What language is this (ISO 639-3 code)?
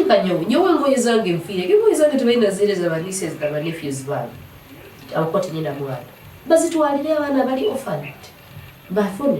nyo